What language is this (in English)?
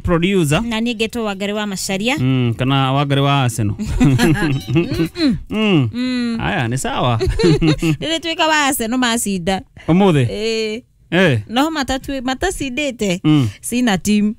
Kikuyu